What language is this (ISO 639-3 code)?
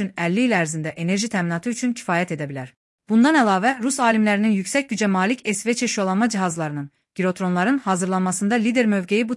aze